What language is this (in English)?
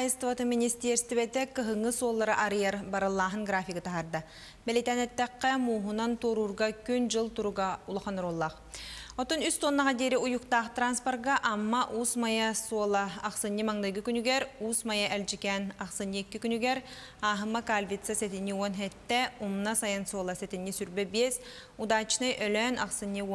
Yakut